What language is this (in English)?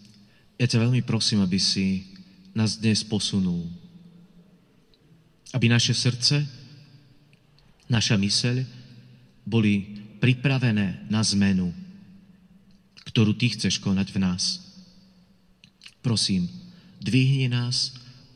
Slovak